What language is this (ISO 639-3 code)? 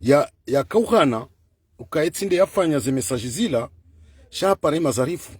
zdj